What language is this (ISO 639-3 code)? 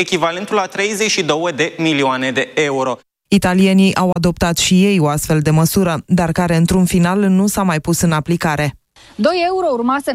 ron